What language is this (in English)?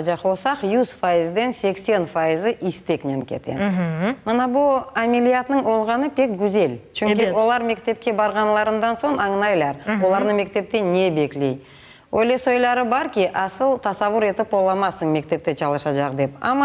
Crimean Tatar